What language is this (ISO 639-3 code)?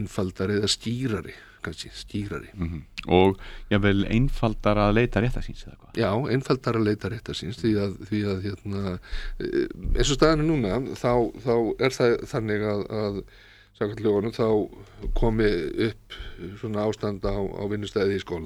isl